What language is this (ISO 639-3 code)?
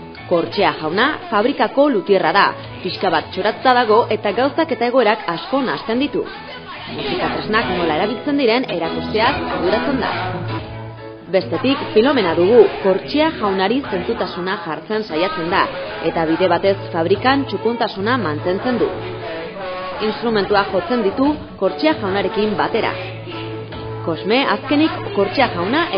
eus